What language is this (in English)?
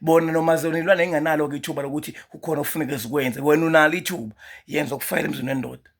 Zulu